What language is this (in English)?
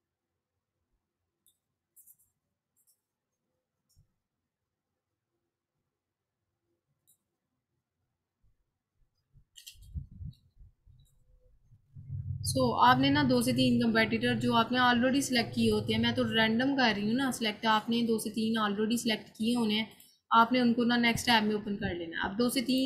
Hindi